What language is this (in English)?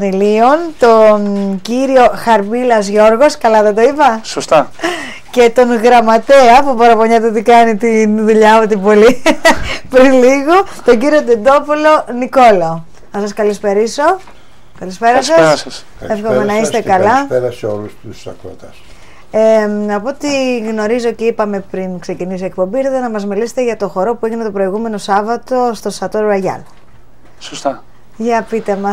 Greek